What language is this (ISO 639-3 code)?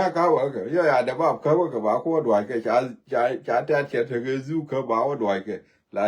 nus